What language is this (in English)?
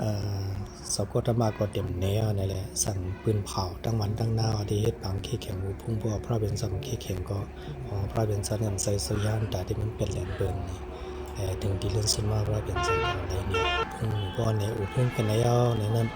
Shan